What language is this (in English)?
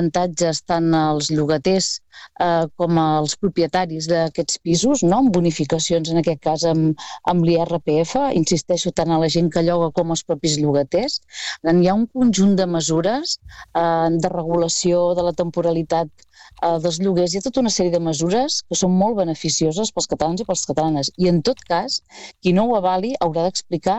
Catalan